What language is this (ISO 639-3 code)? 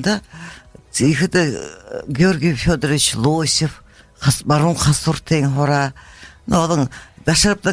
bua